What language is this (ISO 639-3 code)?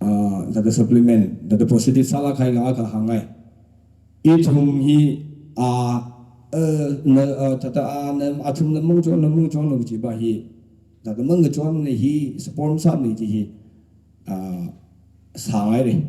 nmf